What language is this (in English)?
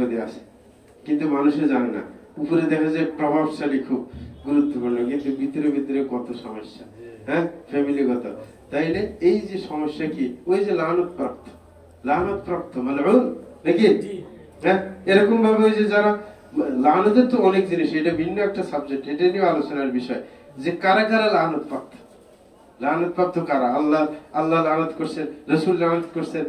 Bangla